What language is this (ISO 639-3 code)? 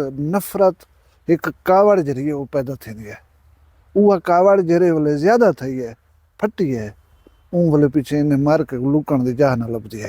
skr